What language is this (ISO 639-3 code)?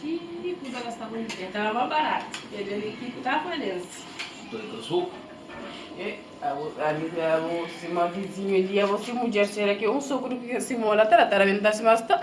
kea